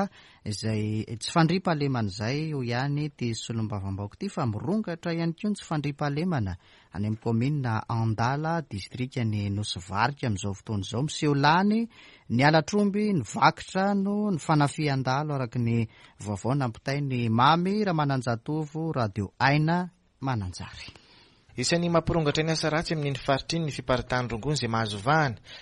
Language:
Malagasy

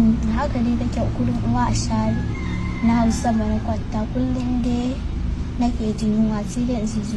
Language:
Hausa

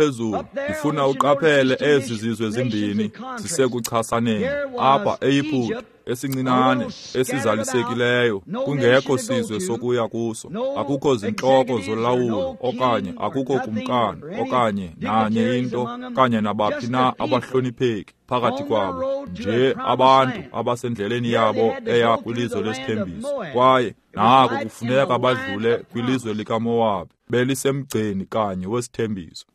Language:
Xhosa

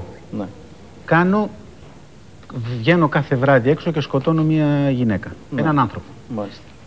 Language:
Greek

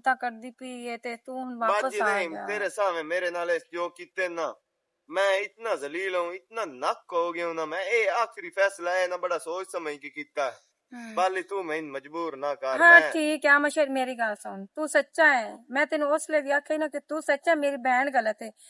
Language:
Western Panjabi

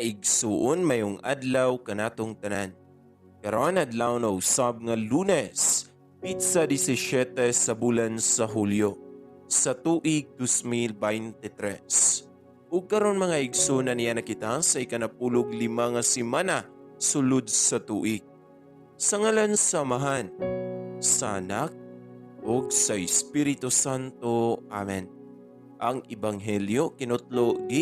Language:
Cebuano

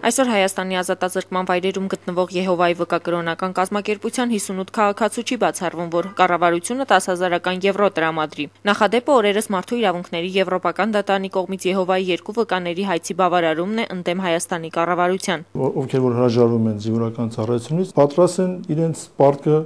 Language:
Armenian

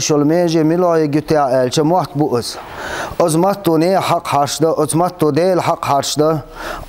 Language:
Chechen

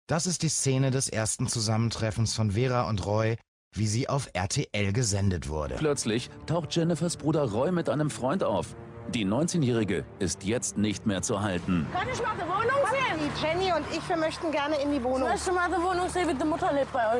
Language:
German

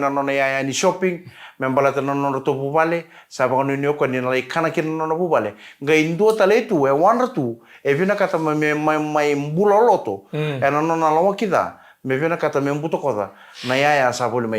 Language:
Fijian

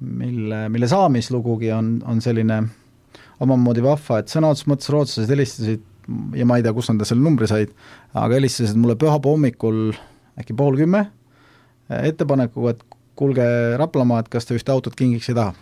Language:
Estonian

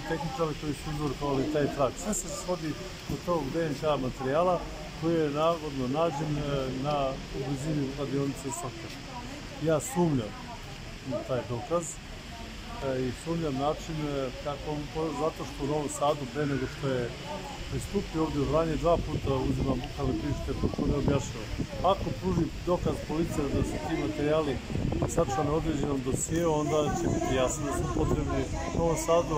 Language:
Serbian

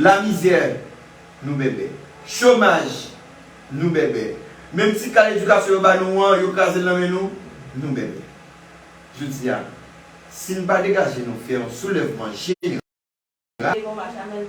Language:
Haitian Creole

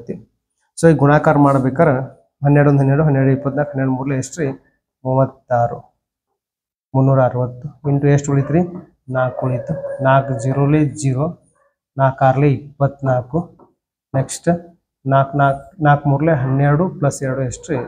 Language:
Kannada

